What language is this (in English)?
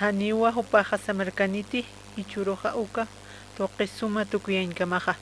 Aymara